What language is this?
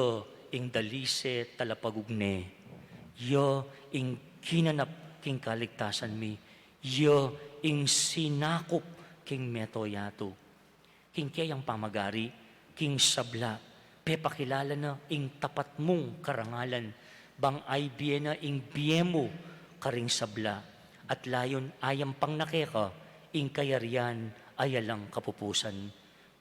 Pampanga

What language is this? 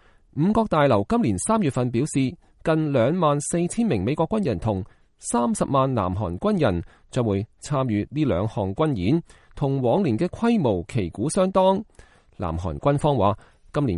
Cantonese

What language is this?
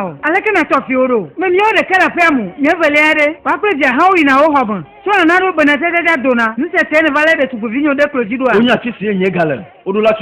Ewe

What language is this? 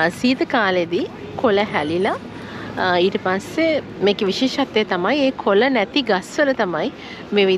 Sinhala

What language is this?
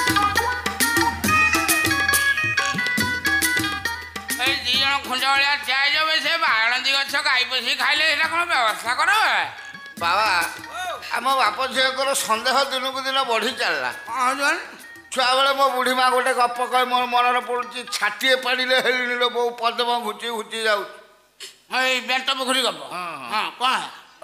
Odia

